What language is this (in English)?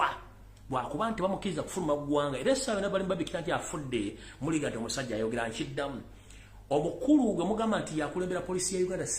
Ganda